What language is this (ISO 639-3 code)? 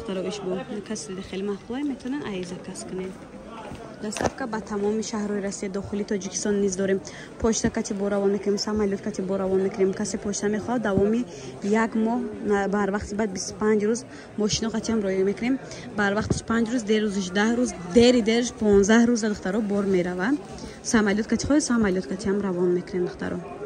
tgk